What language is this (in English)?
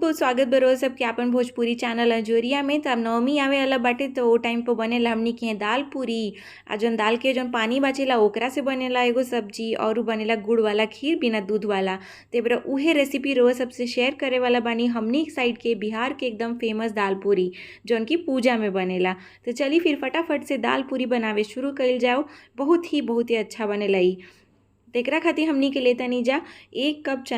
Bhojpuri